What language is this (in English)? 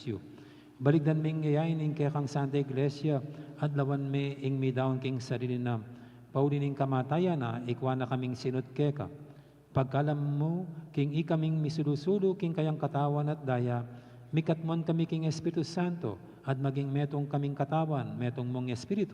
Pampanga